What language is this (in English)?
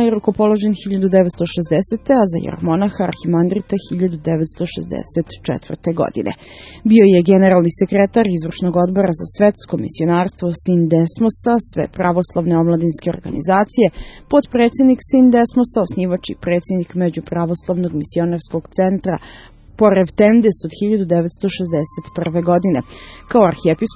Serbian